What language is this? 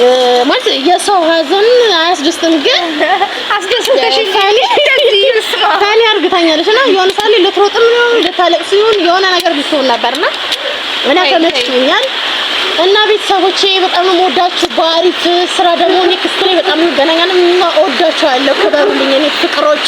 Amharic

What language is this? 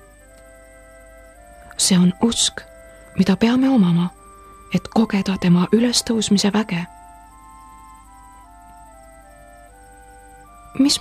Estonian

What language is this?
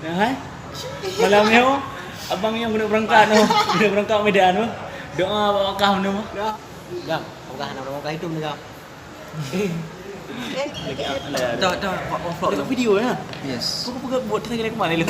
Achinese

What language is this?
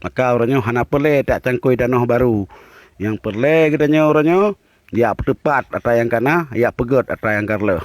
Achinese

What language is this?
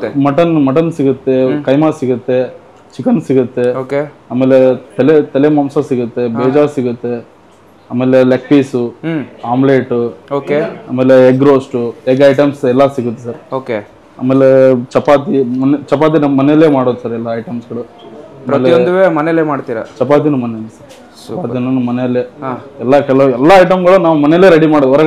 Kannada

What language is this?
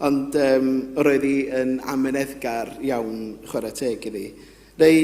Welsh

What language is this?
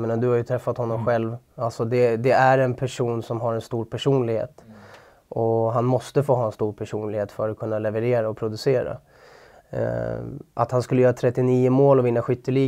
Swedish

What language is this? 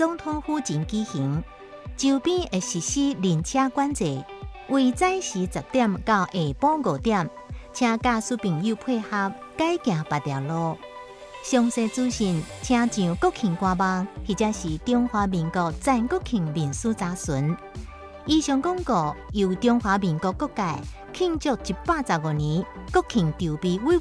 Chinese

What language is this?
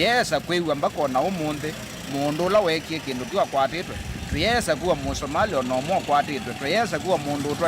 Kamba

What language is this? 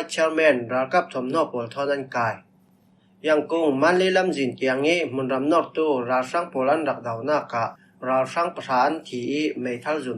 Falam Chin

